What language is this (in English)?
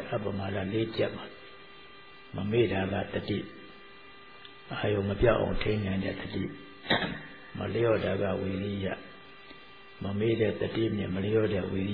Burmese